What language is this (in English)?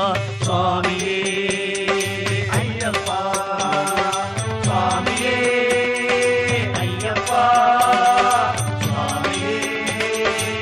Tamil